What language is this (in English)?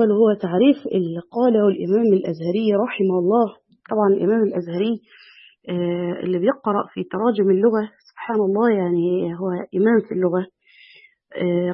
Egyptian Arabic